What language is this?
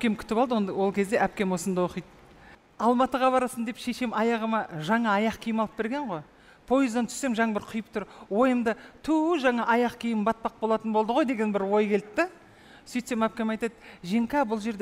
Kazakh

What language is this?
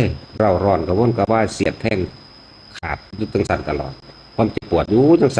Northeastern Thai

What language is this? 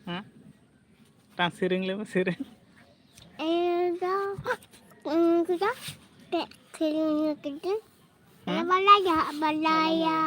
Santali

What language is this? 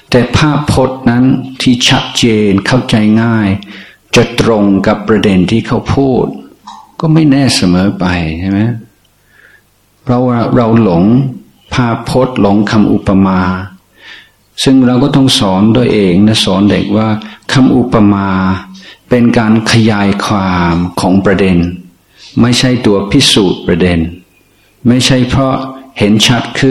Thai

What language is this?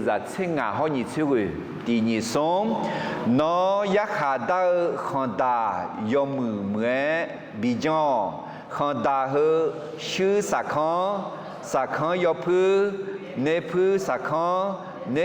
Akha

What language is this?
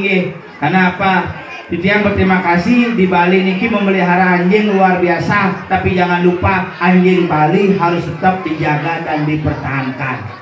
Balinese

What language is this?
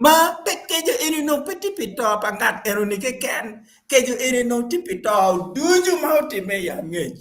Acoli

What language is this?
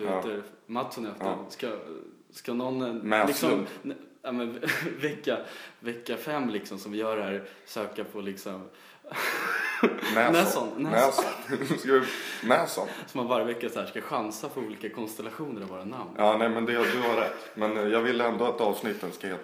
Swedish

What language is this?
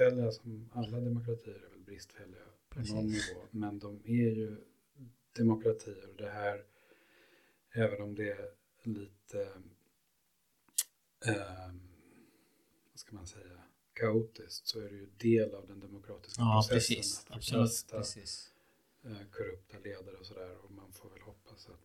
Swedish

